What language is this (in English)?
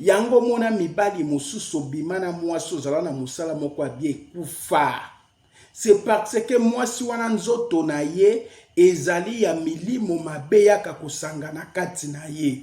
Lingala